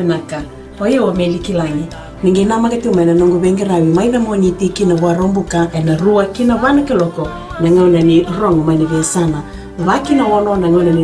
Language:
Fijian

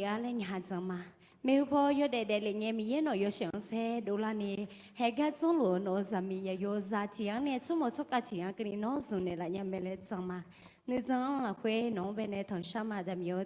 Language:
Akha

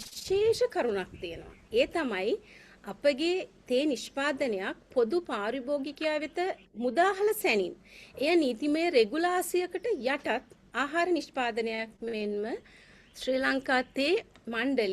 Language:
Sinhala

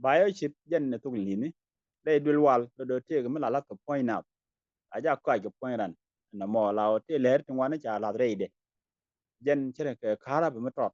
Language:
Nuer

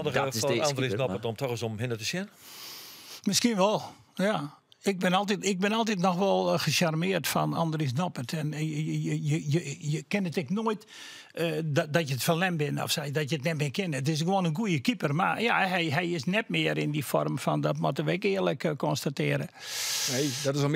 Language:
Western Frisian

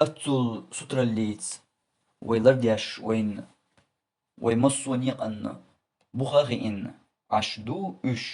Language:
Chechen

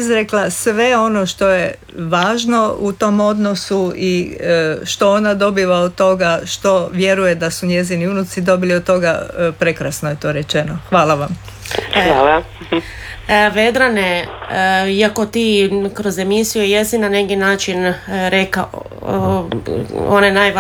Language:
Croatian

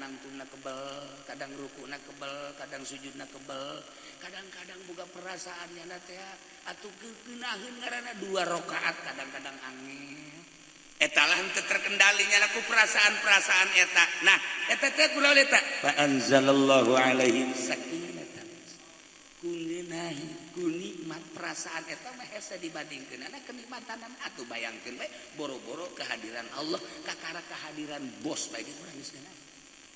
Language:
Sundanese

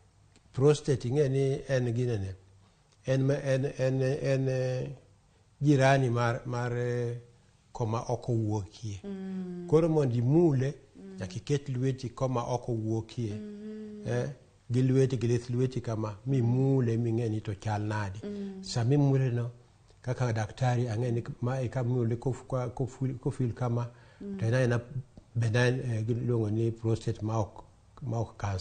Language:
Luo (Kenya and Tanzania)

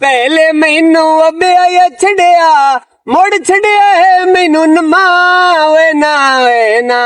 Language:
Western Panjabi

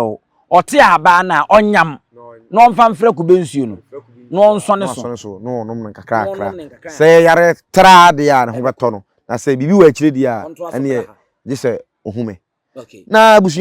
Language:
Akan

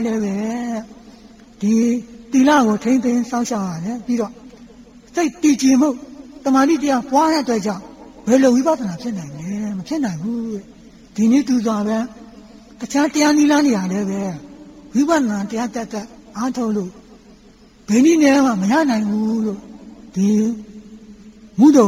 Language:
Burmese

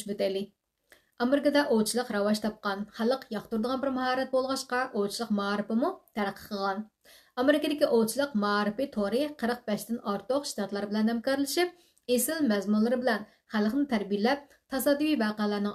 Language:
Uyghur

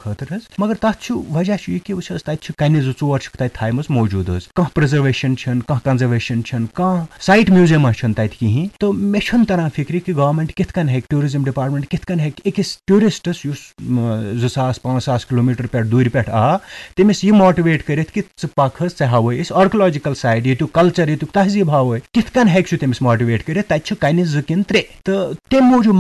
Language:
Kashmiri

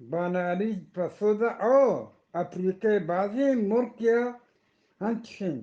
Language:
Eastern Balochi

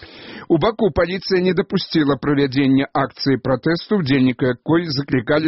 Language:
Belarusian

